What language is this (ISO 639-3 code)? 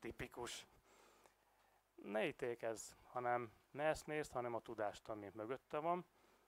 hun